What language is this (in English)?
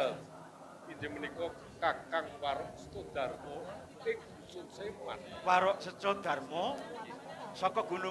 Javanese